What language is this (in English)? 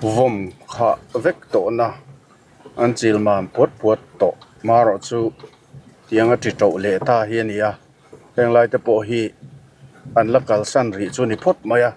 Mizo